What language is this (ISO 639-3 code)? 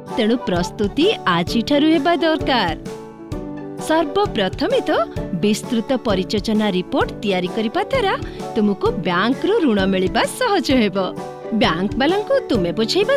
ori